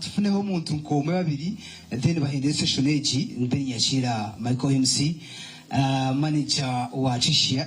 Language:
Nyankole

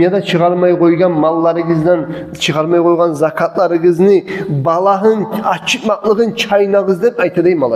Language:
Kumyk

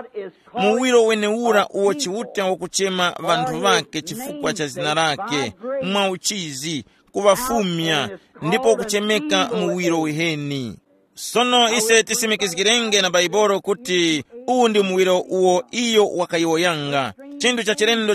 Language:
Tumbuka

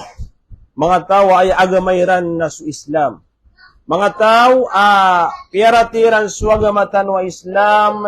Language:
Maranao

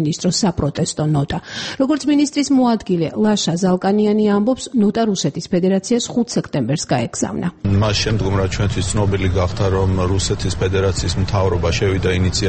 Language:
Georgian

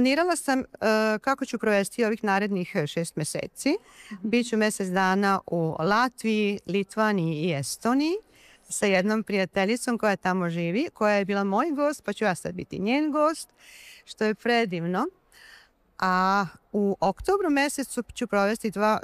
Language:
Serbian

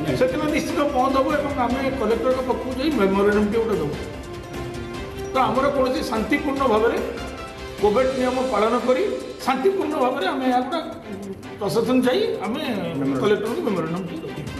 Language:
Odia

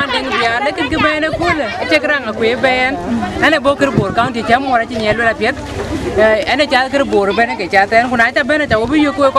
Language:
Dinka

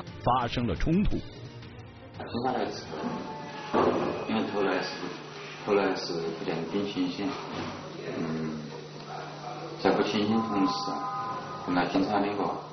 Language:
Chinese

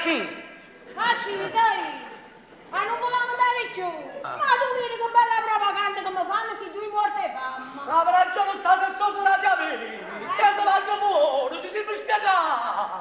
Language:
Neapolitan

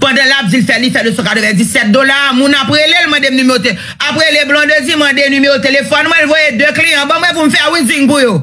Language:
Haitian Creole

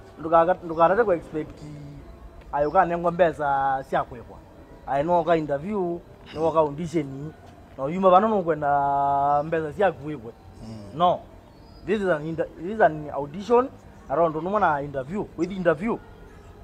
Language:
Kamba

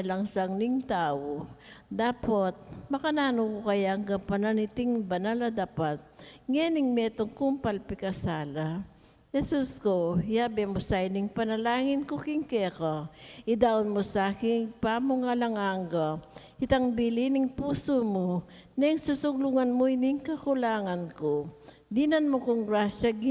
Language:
Pampanga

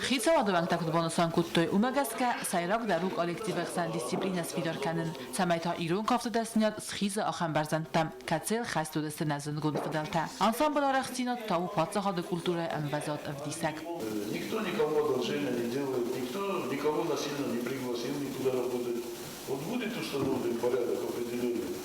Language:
Ossetic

